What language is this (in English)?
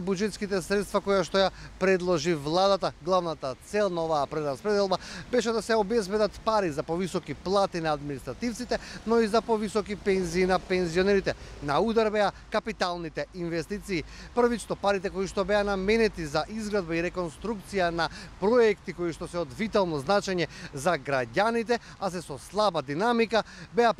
Macedonian